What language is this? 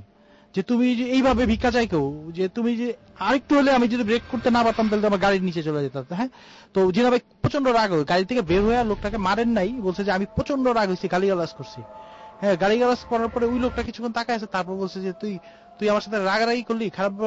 Bangla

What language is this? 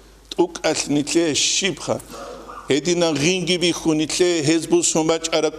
Avaric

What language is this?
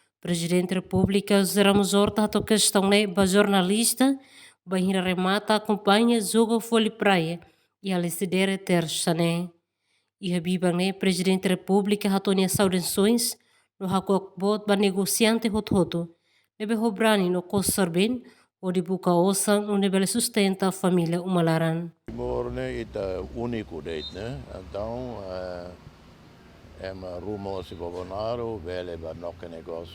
Tetum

